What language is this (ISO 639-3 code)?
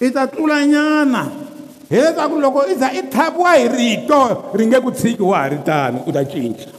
tso